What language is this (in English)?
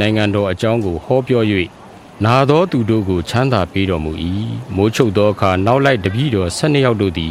Burmese